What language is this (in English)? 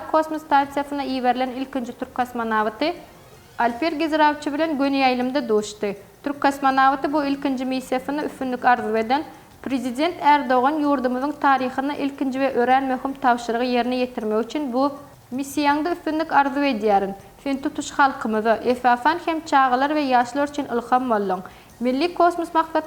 Turkmen